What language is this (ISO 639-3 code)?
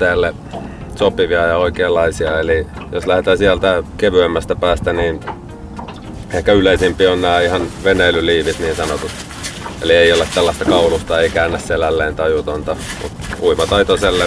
fin